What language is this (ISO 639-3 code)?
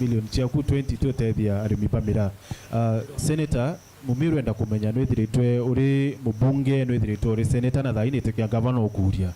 mer